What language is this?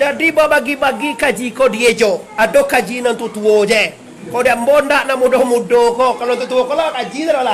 Minangkabau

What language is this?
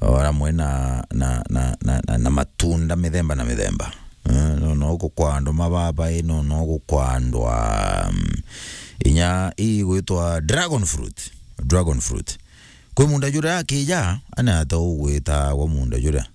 Meru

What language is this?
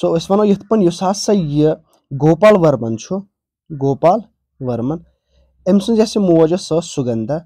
Kashmiri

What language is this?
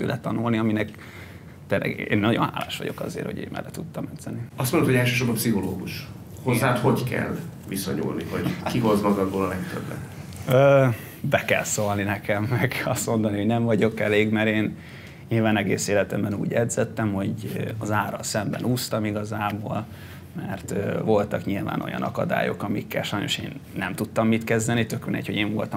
Hungarian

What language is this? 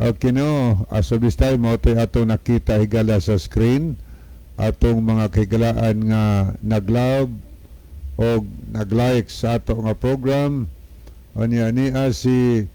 Cebuano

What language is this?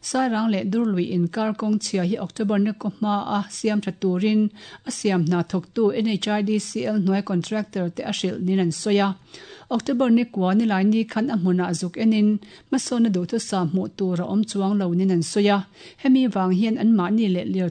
Mizo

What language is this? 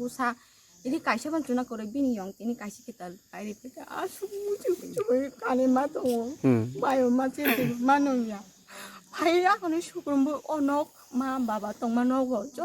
Kok Borok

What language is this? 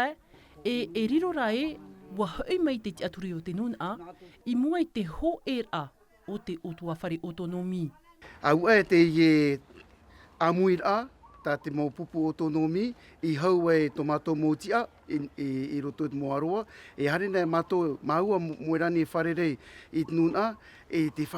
Tahitian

